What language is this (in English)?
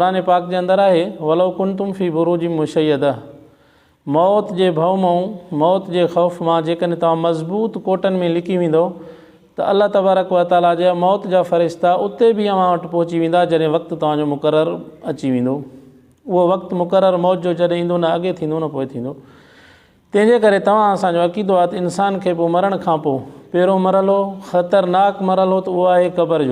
Sindhi